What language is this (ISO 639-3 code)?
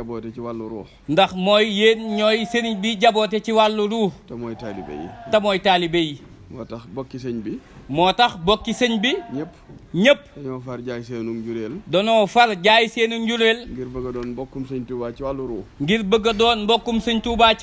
wol